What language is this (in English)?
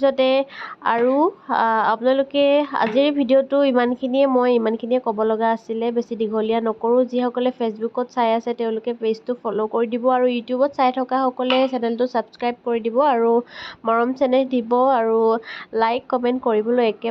Assamese